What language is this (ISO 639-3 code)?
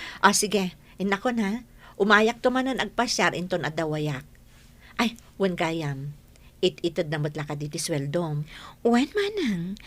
ilo